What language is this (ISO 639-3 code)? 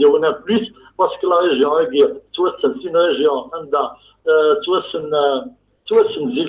kab